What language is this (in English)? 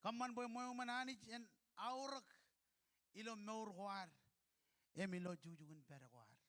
Marshallese